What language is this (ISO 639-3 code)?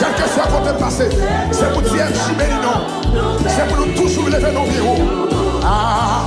hat